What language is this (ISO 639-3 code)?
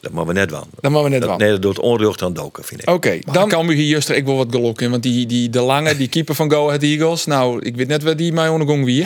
fry